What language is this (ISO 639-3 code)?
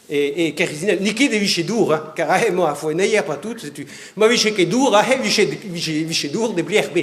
bre